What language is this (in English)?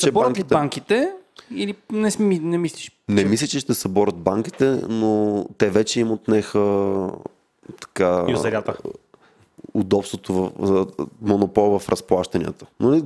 Bulgarian